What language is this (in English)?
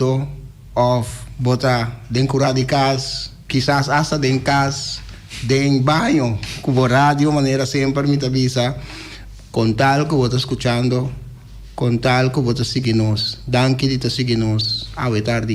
Papiamento